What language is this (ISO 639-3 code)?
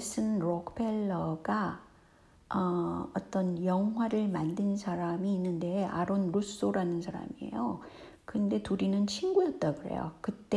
kor